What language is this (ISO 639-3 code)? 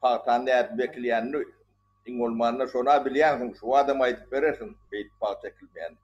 tuk